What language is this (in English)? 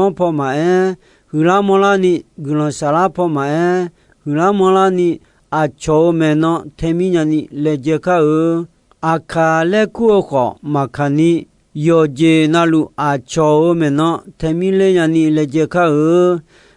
Akha